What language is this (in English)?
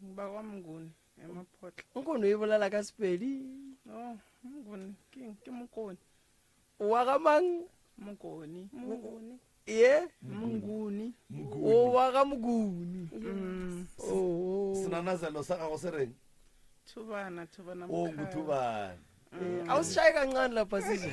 Northern Sotho